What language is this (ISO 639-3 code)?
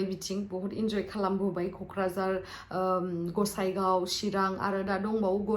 brx